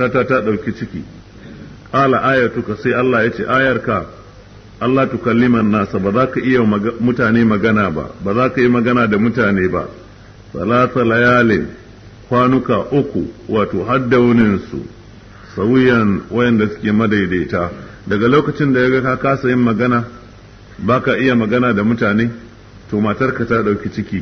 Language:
Hausa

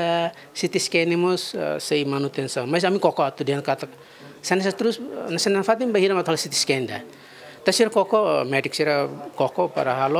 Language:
Tetum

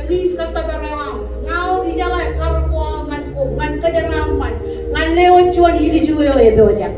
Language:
Marshallese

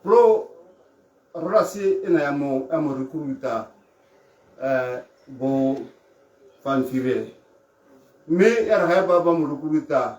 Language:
Tswana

